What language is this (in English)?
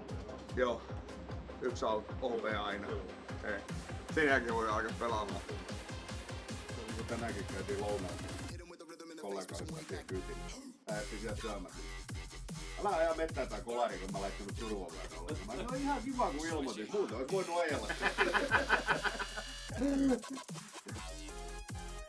Finnish